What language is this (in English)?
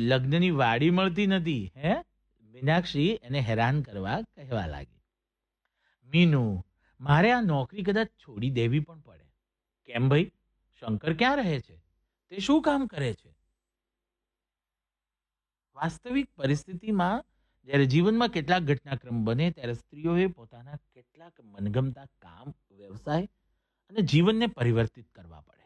Gujarati